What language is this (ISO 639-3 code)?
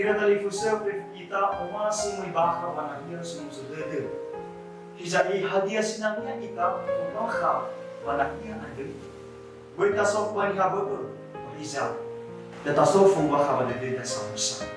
nia